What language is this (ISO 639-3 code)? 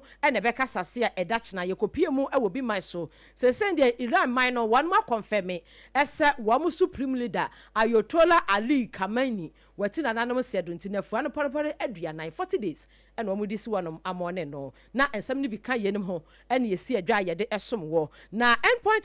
aka